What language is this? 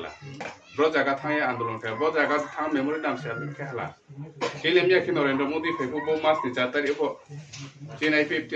Riang (India)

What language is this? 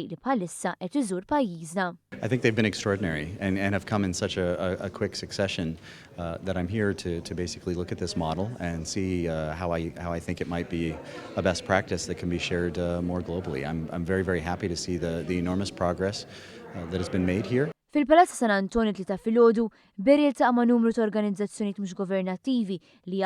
Maltese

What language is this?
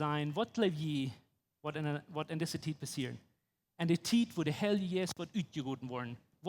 Plautdietsch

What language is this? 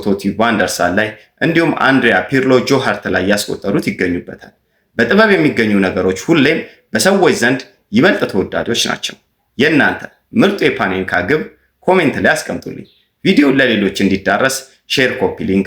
Amharic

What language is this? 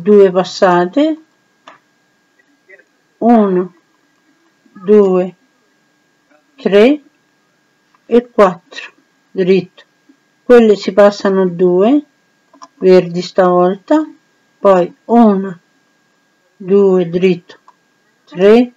Italian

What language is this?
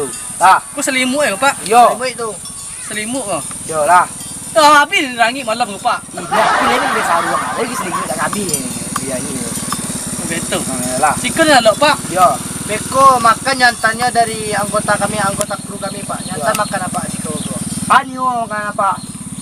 Minangkabau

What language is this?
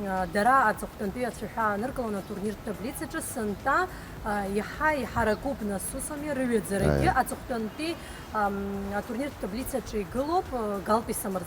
Abkhazian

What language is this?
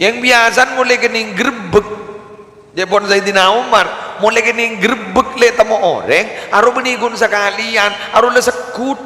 Madurese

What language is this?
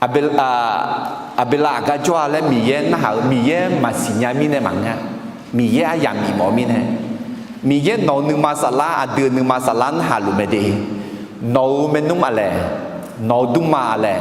Akha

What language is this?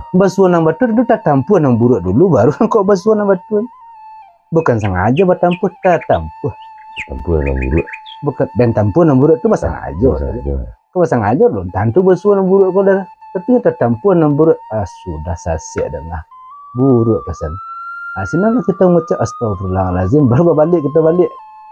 Minangkabau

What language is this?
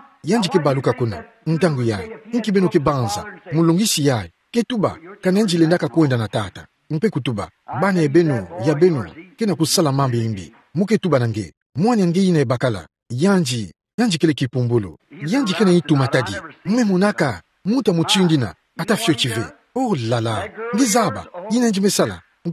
Kituba (Democratic Republic of Congo)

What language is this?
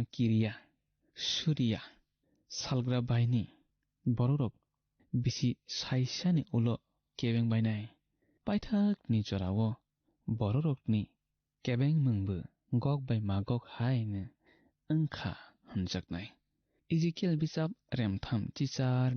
Kok Borok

